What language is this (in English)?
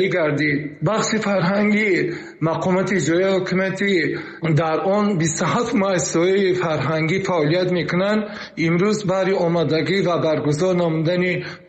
Tajik